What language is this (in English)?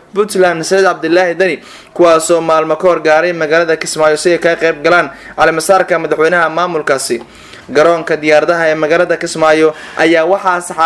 Somali